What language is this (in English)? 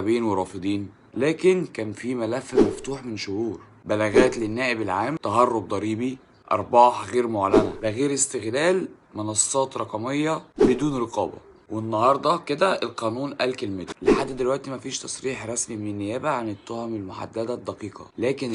Egyptian Arabic